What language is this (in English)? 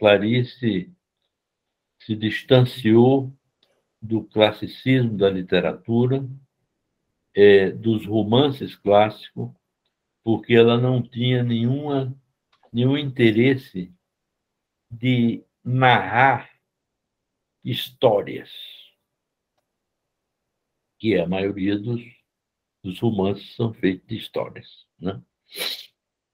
Portuguese